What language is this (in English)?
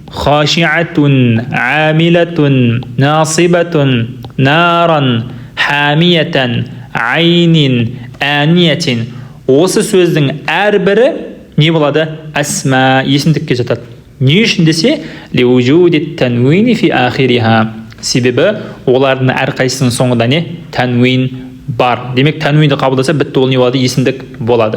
Kazakh